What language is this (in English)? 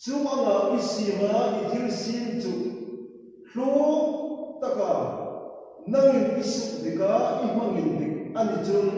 Hmar